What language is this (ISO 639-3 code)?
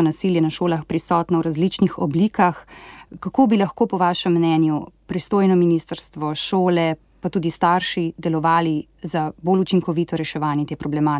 slv